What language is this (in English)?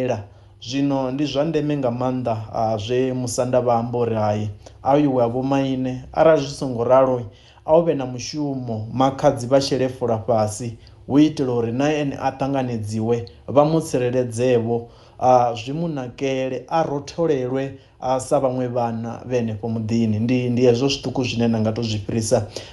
Venda